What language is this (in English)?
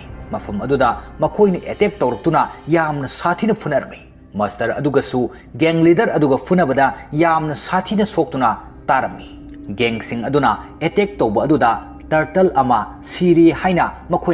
Manipuri